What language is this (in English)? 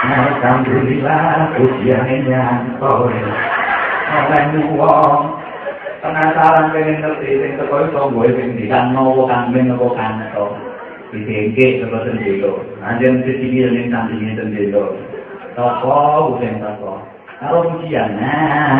Javanese